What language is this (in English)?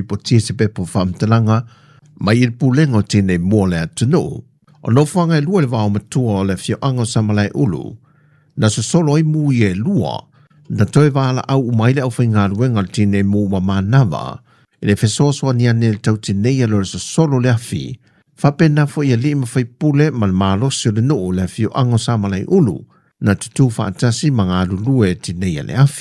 Samoan